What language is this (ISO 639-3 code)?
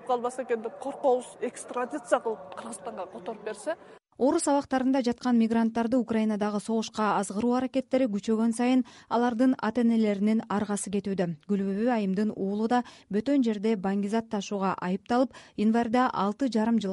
kir